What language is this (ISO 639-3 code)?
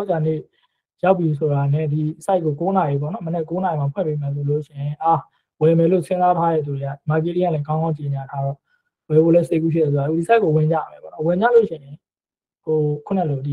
mya